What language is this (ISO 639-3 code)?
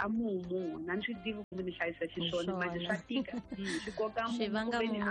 tso